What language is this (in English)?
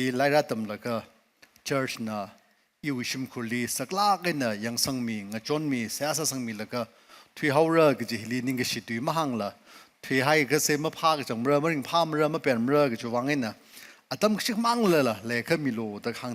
Tangkhul Naga (India)